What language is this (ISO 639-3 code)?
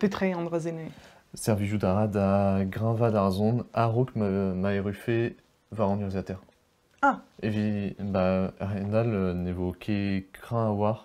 bre